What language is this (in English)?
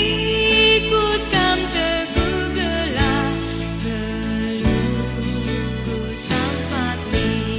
Batak Karo